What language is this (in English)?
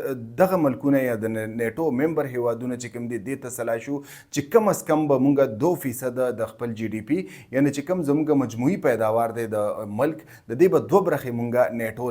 Pashto